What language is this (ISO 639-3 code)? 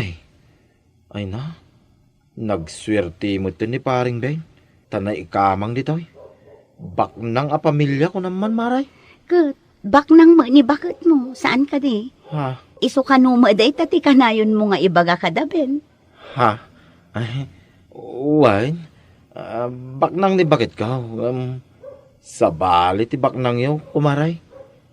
ilo